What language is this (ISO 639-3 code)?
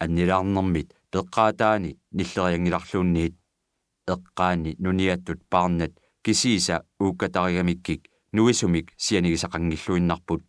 kal